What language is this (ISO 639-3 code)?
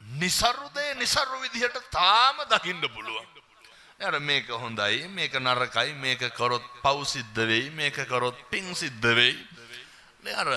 sin